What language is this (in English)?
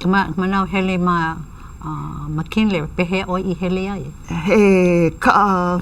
Hawaiian